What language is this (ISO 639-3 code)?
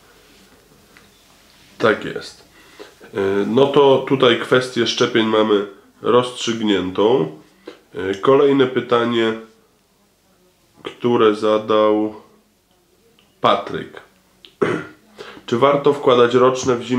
pol